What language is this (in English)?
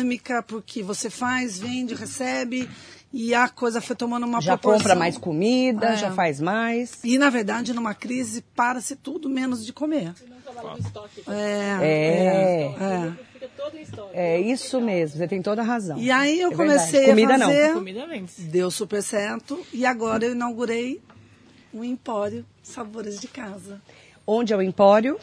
Portuguese